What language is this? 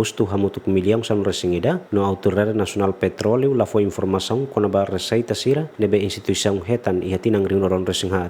Tetum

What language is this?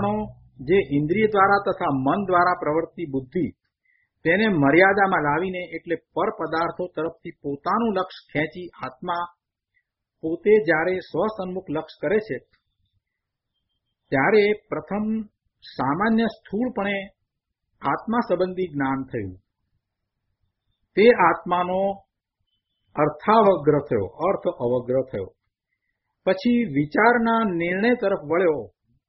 Gujarati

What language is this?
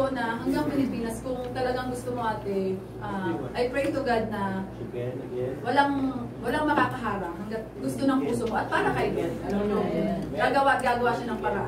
Filipino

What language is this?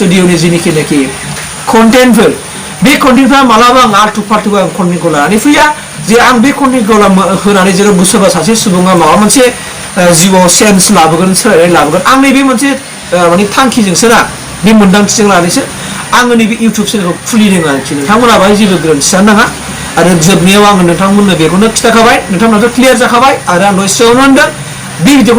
Bodo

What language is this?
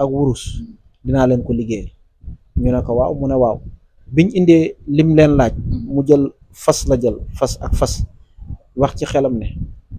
Wolof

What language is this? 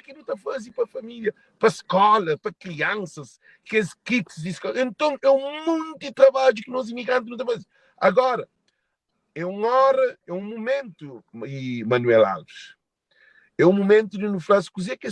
Kabuverdianu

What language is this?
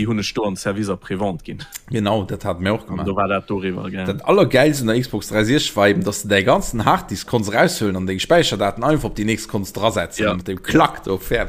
Luxembourgish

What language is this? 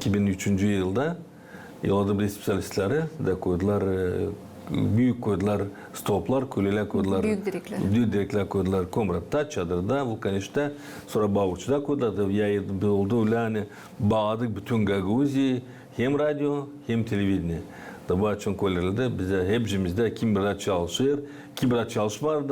Gagauz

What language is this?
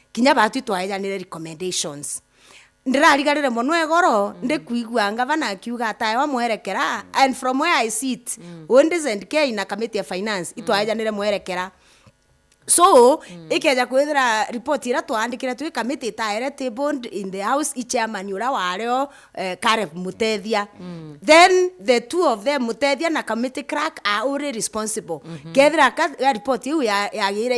Meru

